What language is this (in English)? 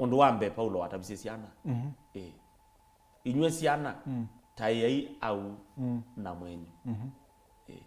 Kamba